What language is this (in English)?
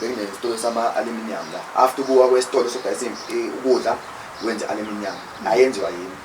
Zulu